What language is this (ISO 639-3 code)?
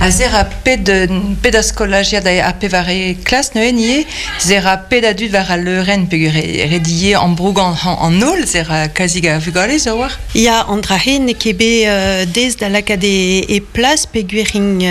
bre